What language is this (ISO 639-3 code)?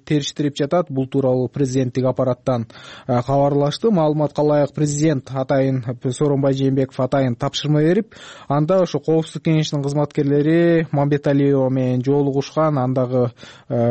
kir